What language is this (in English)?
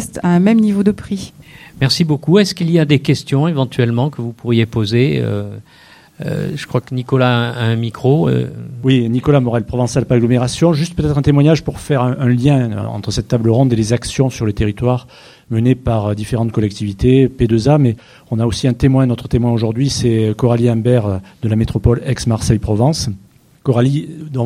French